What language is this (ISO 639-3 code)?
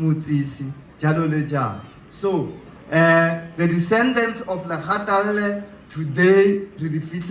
tsn